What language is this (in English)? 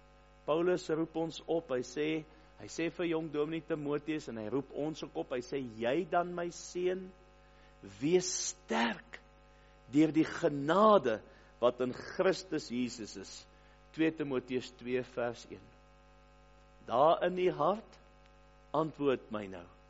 Afrikaans